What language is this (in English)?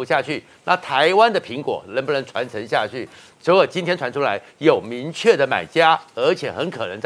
Chinese